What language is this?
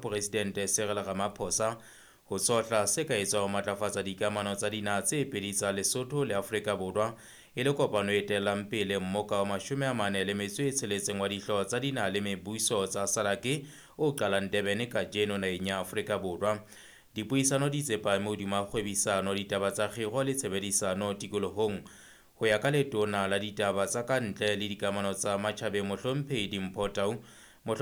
Southern Sotho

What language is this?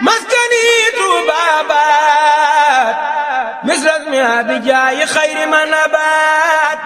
Wolof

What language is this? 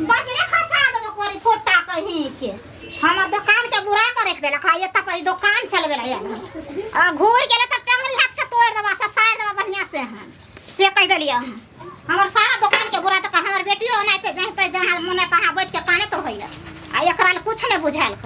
Maithili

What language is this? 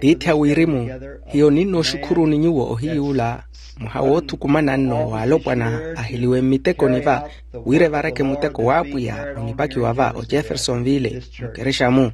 Makhuwa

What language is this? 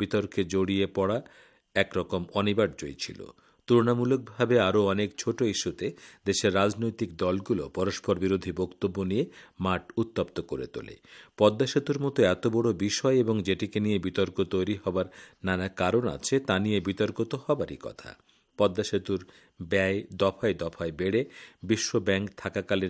Bangla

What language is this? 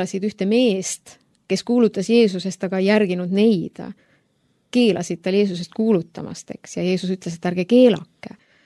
Estonian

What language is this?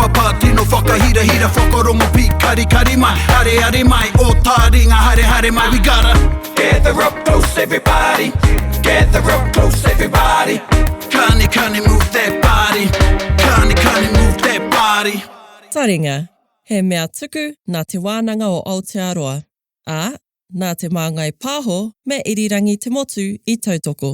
Māori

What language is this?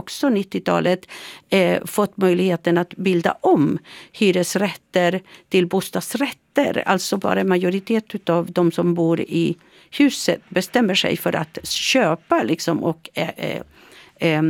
Swedish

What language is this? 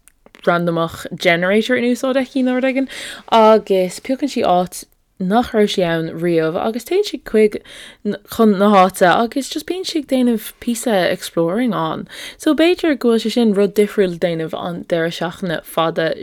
Irish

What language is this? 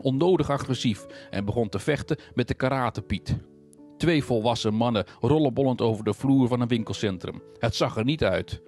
Dutch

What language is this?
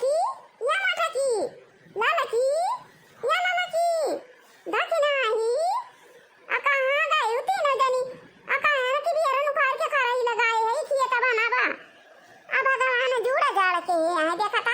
Awadhi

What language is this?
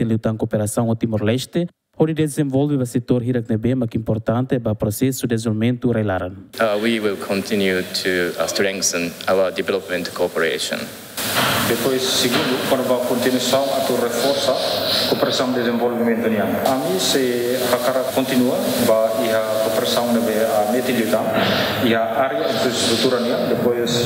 Tetum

